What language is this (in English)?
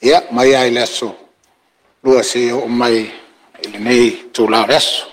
Samoan